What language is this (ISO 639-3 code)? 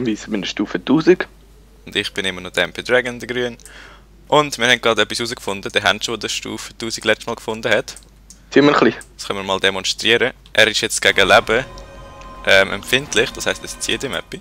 gsw